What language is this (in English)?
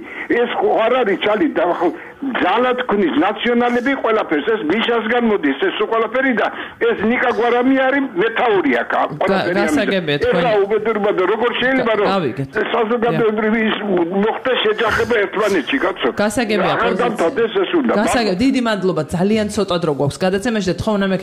Georgian